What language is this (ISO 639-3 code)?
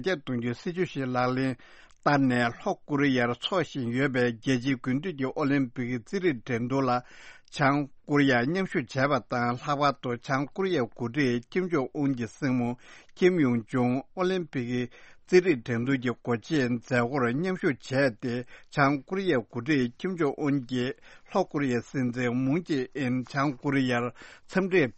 bod